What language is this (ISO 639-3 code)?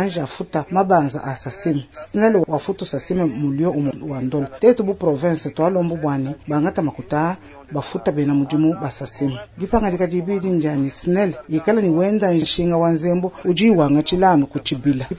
lua